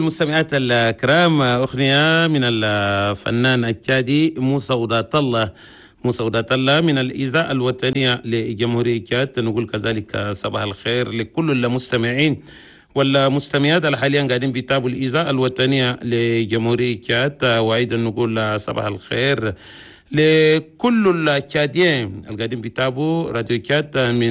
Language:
Chadian Arabic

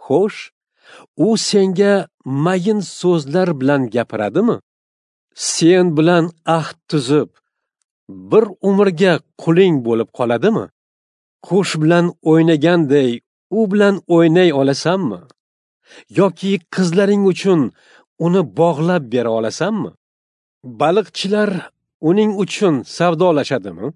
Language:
Uzbek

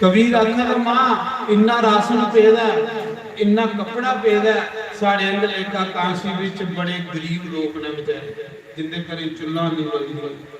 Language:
Dogri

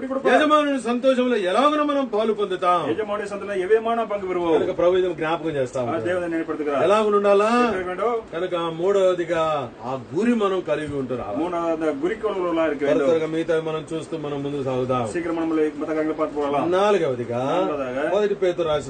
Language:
Telugu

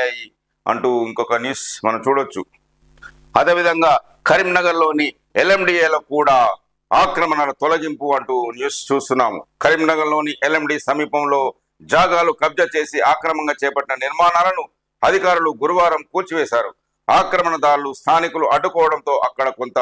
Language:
Telugu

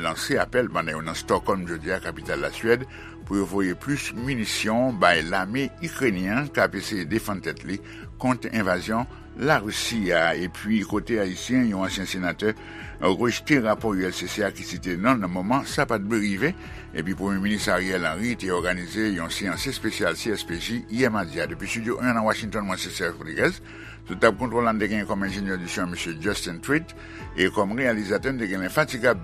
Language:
Haitian Creole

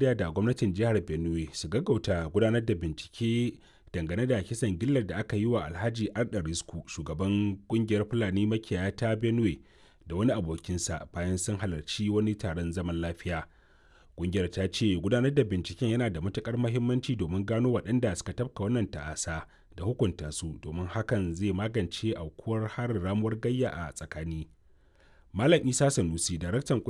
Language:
Hausa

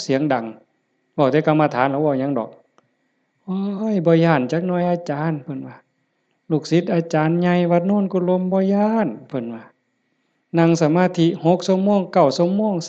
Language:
Northeastern Thai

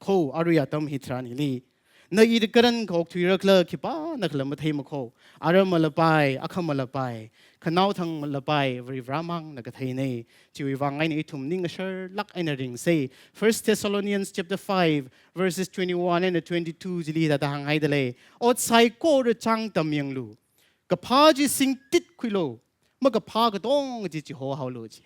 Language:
Tangkhul Naga (India)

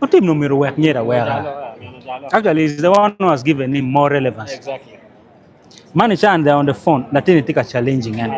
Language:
Acoli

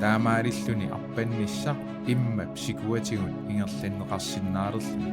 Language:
Kalaallisut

